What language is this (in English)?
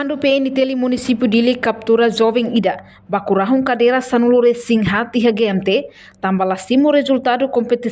Tetum